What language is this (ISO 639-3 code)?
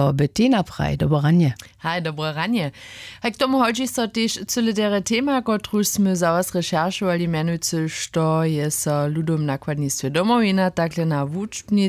hsb